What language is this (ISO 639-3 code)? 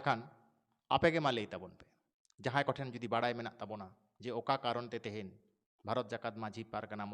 sat